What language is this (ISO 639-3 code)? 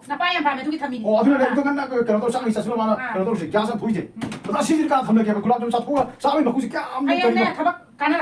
mni